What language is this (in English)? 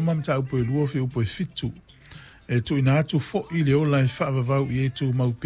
Samoan